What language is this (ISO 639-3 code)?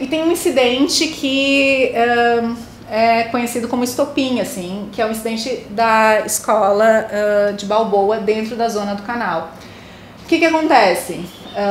por